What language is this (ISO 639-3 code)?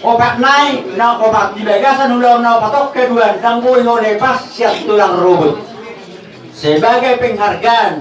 bbc